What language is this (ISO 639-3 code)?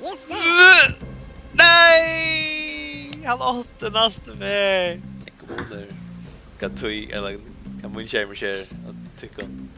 fao